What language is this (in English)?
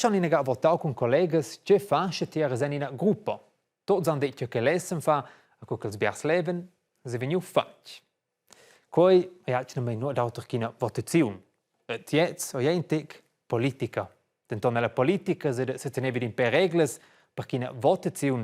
Romansh